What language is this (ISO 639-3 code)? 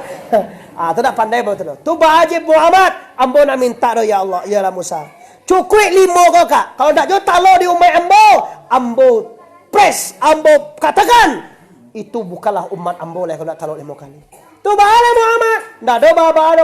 min